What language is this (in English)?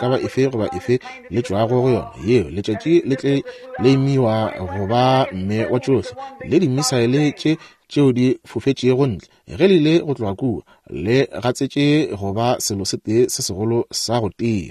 Northern Sotho